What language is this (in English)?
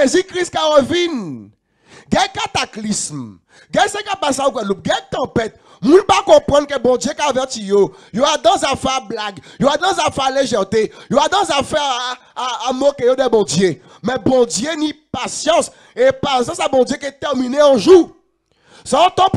Guadeloupean Creole French